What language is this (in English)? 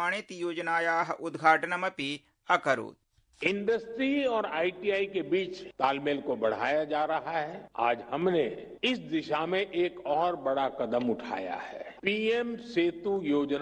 Sanskrit